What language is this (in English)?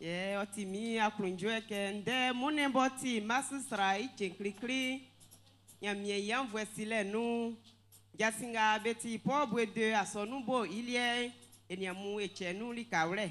Baoulé